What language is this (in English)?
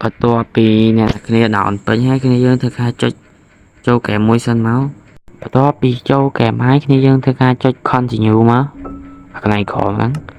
Khmer